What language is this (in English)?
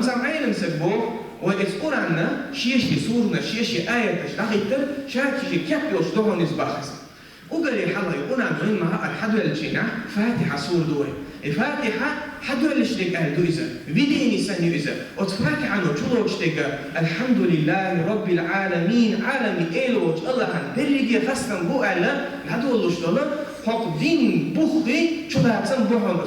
Chechen